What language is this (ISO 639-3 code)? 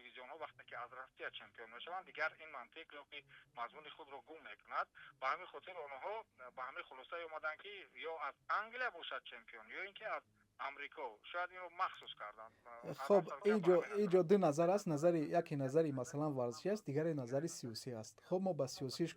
tgk